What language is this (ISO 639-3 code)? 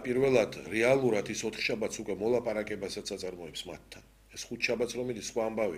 kat